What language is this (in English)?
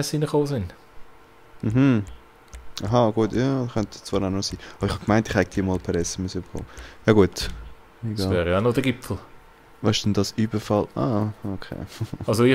Swiss German